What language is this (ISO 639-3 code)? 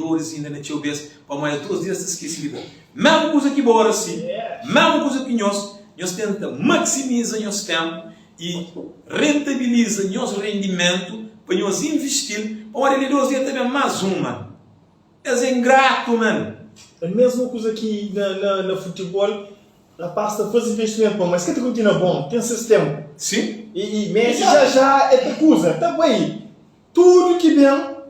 kea